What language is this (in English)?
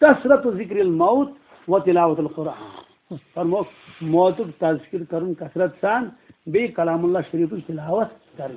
Kashmiri